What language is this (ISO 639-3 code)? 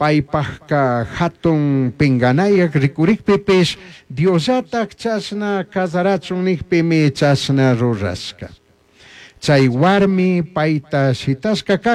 qug